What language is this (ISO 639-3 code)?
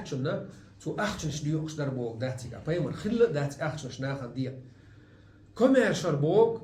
che